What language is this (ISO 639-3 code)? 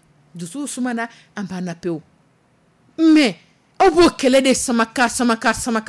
dyu